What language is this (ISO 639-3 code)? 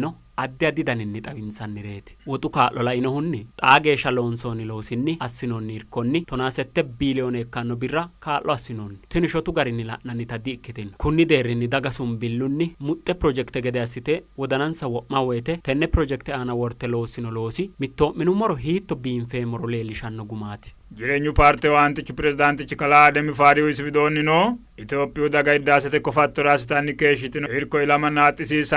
sid